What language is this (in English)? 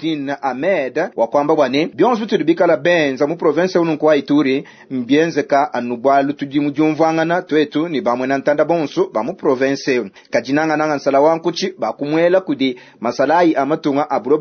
Luba-Lulua